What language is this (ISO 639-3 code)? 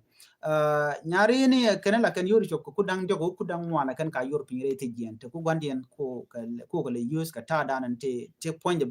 nus